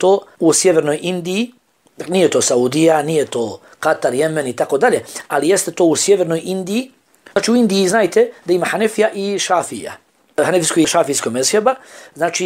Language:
Bosnian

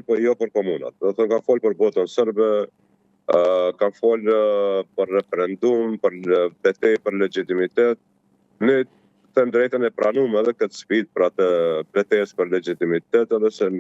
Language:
Albanian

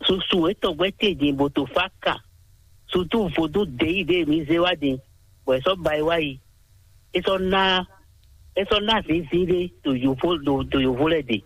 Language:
Fon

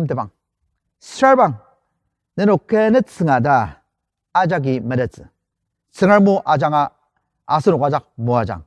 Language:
Ao Naga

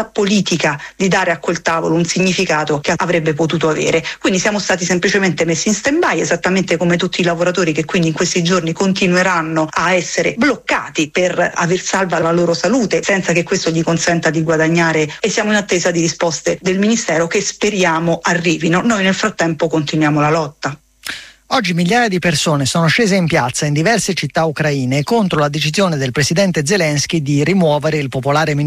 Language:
Italian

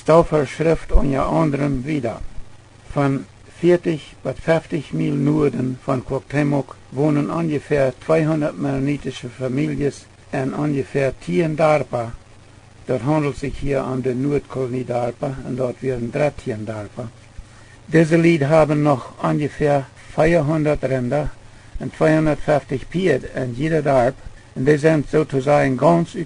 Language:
Plautdietsch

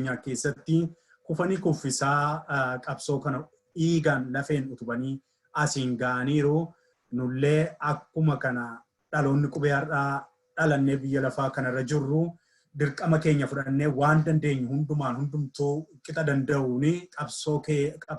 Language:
Oromo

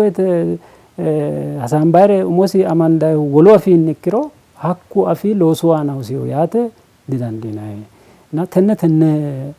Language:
Sidamo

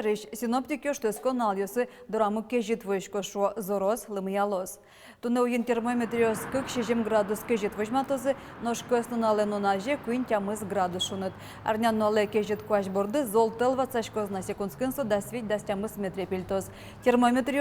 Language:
Udmurt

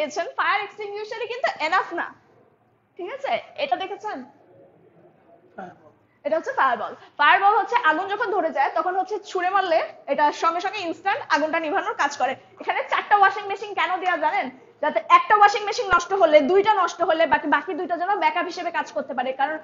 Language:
Bangla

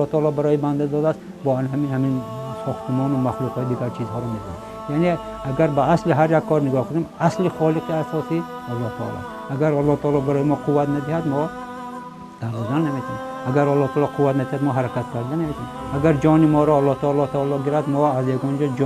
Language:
Tajik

